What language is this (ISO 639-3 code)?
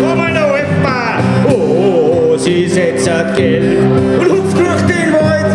bar